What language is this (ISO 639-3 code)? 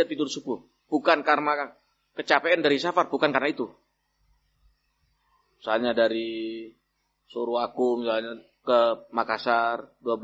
ind